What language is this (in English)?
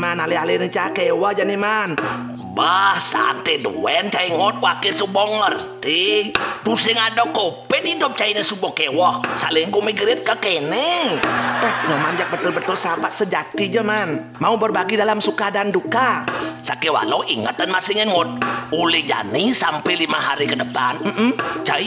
Balinese